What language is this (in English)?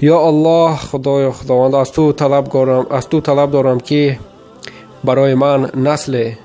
Tajik